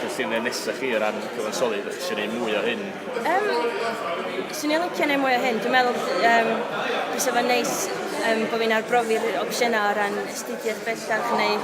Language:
Welsh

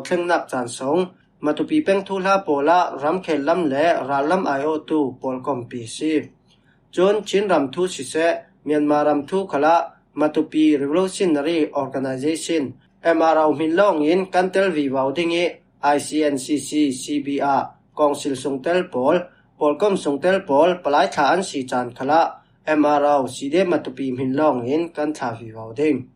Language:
Falam Chin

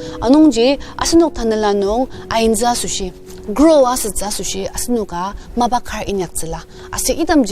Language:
Ao Naga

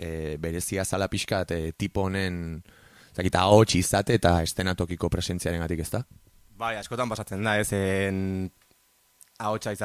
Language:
Basque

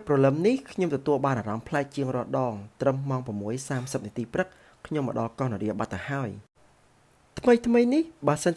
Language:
Khmer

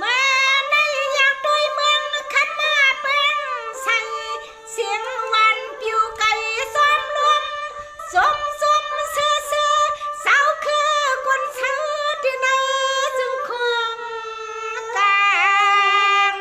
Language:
Shan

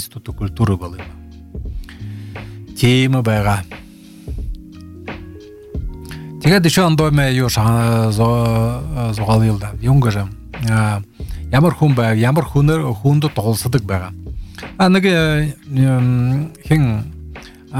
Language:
Buriat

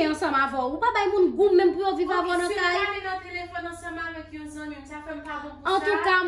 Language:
Haitian Creole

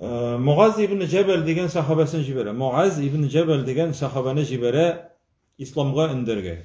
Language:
Tatar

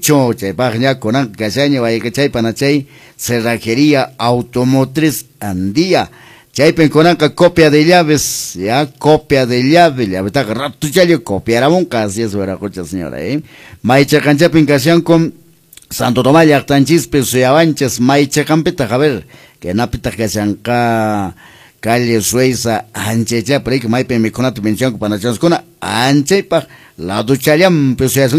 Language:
Quechua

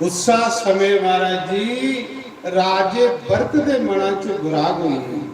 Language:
Dogri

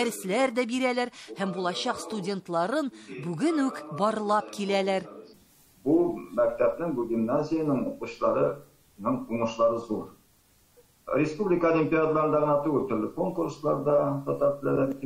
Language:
Tatar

